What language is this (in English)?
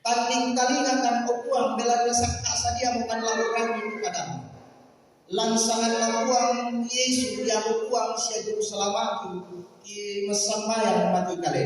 Toraja-Sa'dan